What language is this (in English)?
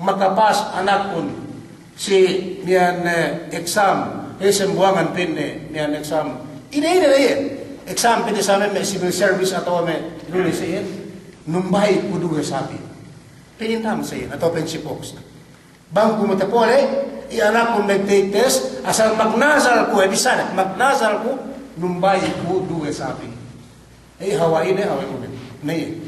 Yakan